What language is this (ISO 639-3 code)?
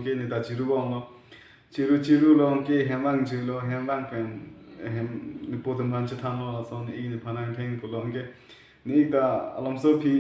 mjw